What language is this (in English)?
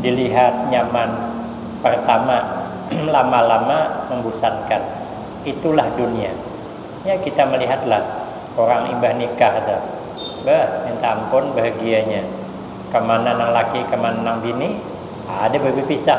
Banjar